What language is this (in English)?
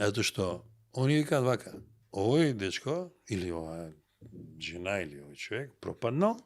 Macedonian